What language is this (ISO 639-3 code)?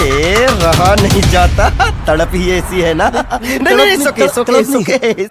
mjw